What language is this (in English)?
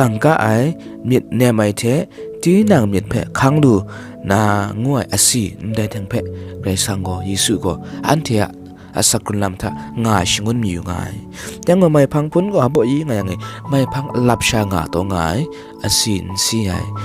Kachin